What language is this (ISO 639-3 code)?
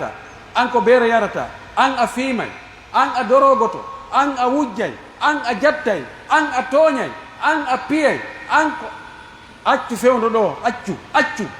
fuf